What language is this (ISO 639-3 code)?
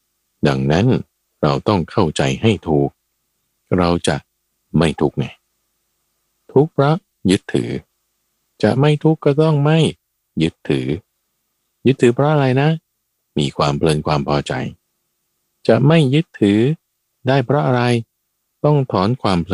tha